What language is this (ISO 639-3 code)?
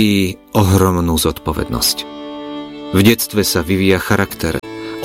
slk